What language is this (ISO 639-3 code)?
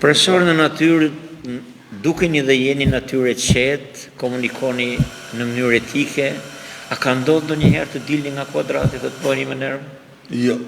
sqi